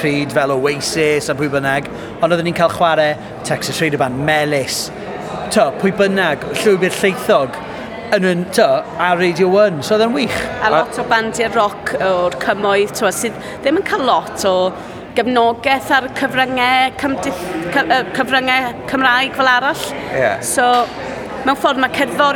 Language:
Welsh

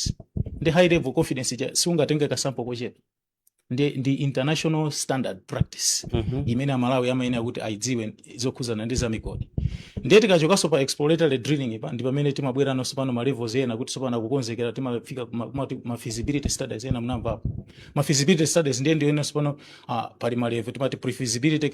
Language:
Nyanja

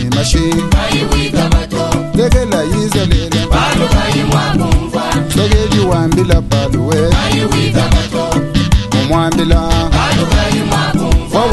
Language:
Luba-Lulua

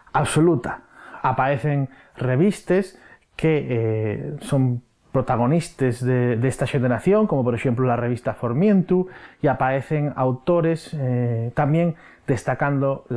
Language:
Asturian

